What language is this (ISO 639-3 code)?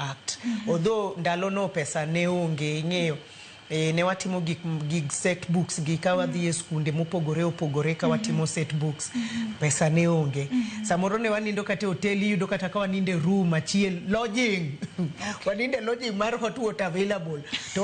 luo